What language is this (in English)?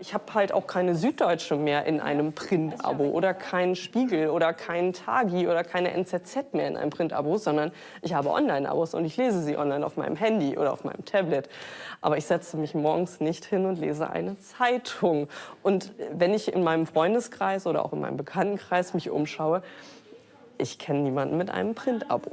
Romansh